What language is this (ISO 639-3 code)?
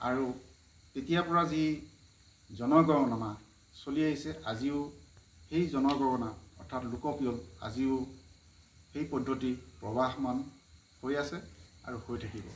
asm